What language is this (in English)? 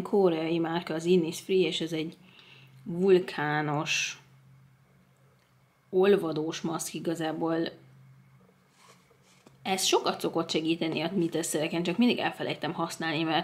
Hungarian